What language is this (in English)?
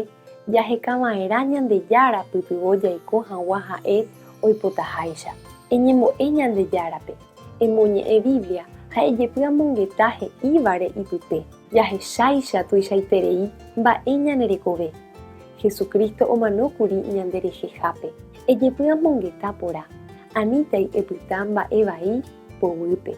Guarani